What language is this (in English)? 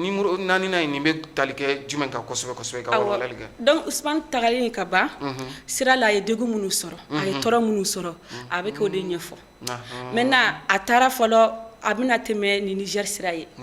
Bambara